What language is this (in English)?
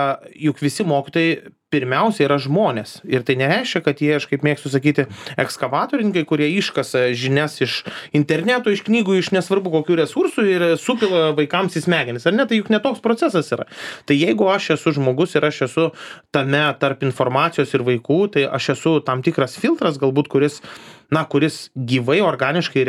Lithuanian